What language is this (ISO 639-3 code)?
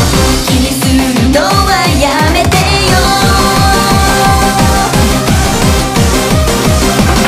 jpn